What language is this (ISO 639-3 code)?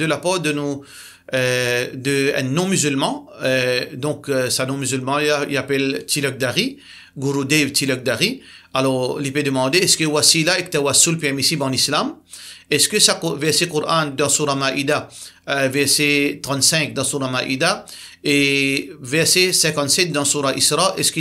mfe